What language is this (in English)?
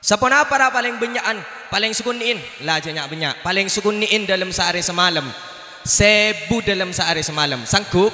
Madurese